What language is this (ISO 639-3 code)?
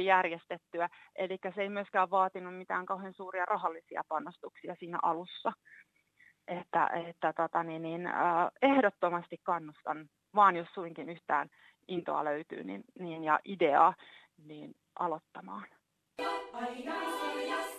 fin